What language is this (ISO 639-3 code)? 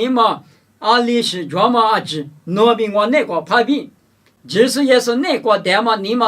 lis